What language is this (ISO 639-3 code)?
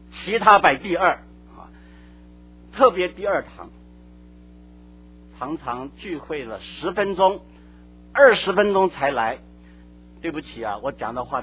zho